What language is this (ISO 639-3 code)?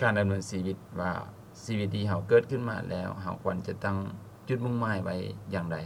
lao